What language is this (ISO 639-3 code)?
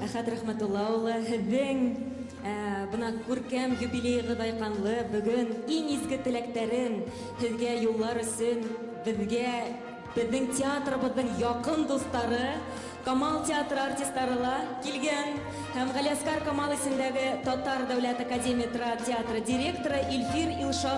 bak